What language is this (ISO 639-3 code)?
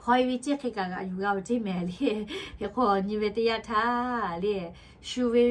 lhu